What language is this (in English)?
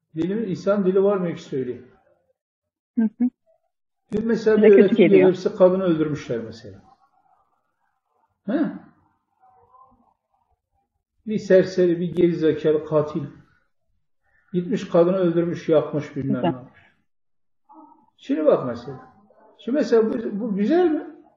Turkish